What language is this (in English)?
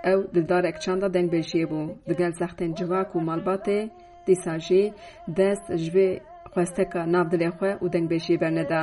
Kurdish